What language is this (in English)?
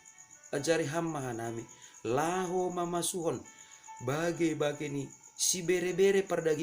Batak Simalungun